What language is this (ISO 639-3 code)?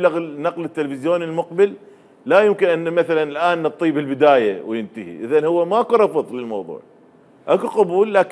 acm